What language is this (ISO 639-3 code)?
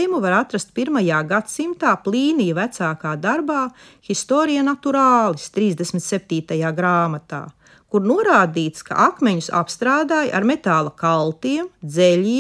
lav